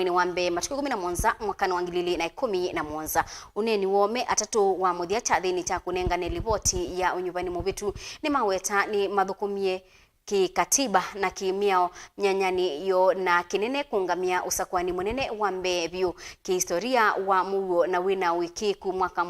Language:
Kamba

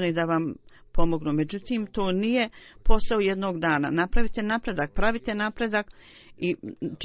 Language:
Bosnian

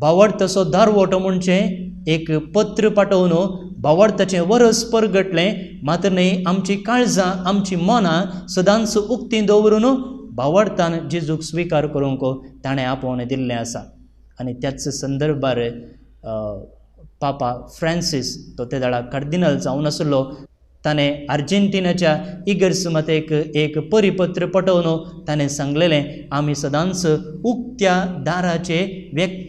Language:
Konkani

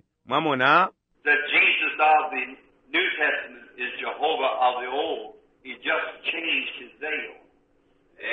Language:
Bemba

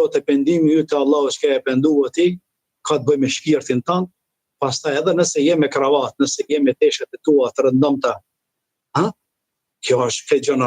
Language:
Albanian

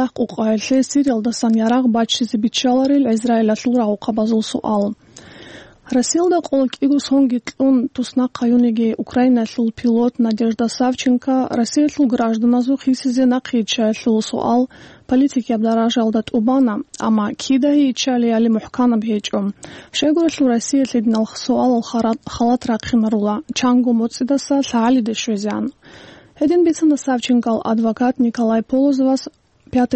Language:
Avaric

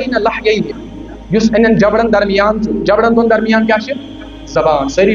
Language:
Kashmiri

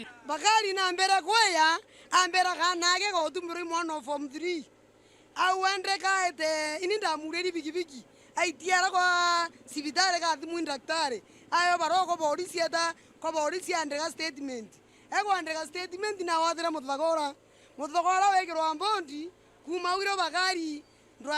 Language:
Meru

